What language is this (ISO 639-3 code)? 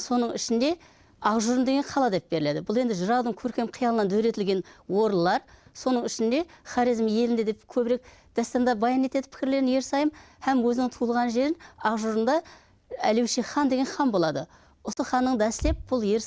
kaa